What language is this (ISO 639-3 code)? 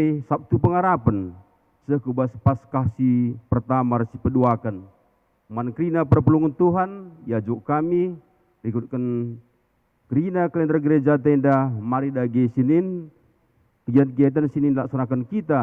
btx